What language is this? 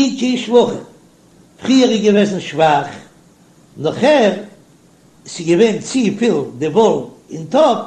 Yiddish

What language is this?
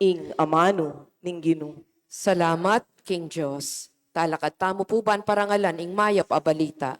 Pampanga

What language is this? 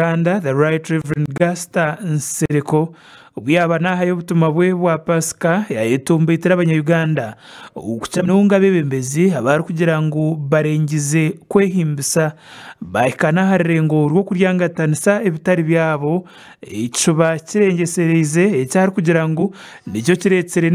Nyankole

